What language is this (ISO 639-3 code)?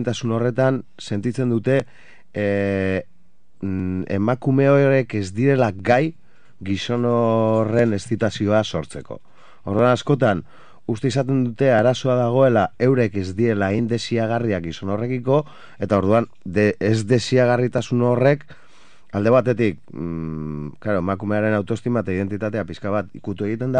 eus